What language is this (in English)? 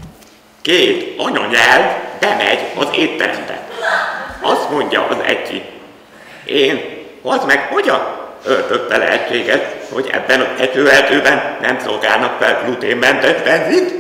Hungarian